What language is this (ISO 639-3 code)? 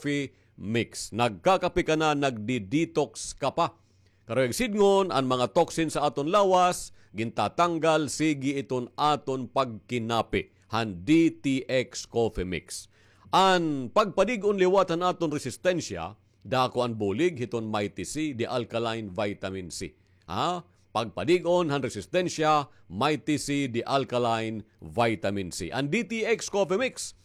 war